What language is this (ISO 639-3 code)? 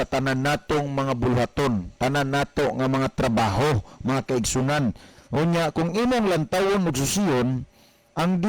ceb